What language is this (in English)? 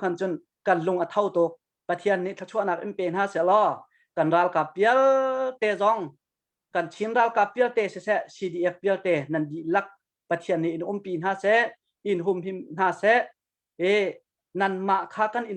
Hakha Chin